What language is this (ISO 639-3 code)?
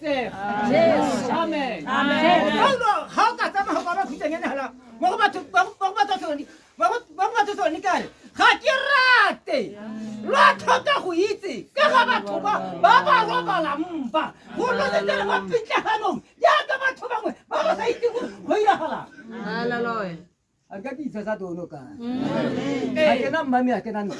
tsn